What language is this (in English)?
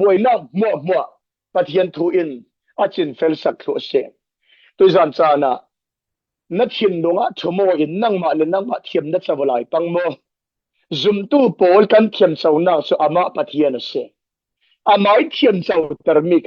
Falam Chin